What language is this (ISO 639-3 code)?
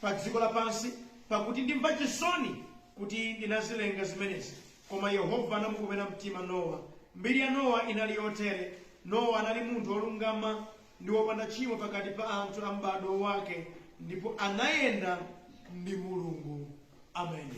nya